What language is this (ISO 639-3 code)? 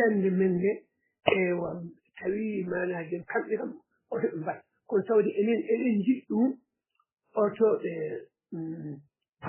ful